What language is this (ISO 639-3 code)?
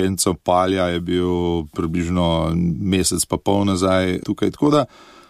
slv